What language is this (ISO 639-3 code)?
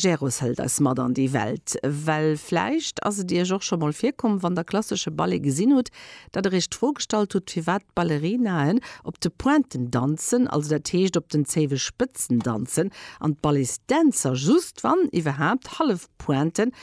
ltz